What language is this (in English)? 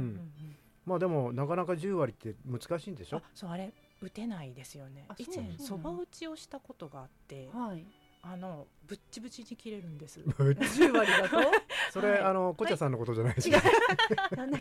Japanese